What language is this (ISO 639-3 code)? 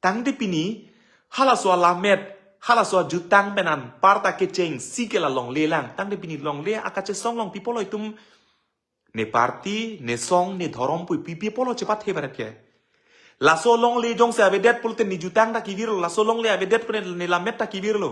mjw